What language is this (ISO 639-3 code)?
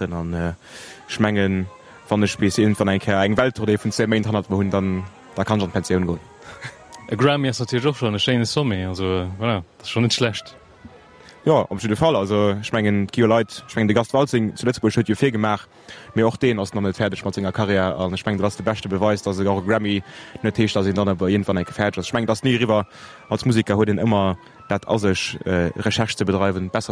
ltz